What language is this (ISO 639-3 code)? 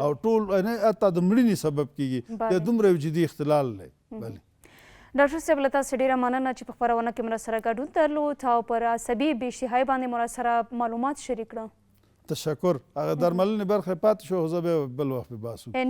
pus